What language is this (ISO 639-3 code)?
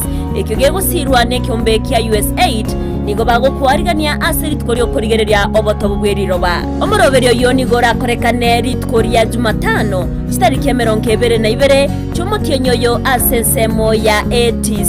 guz